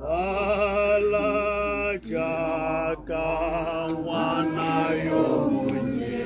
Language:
Tswana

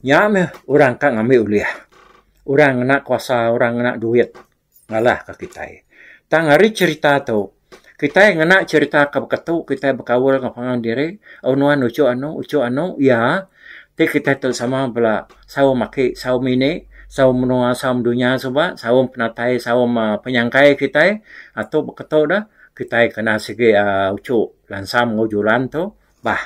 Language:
Iban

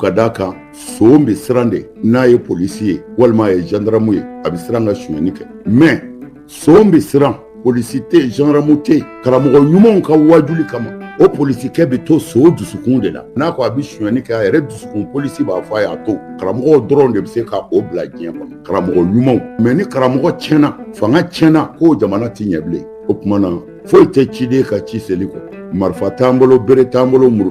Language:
Bambara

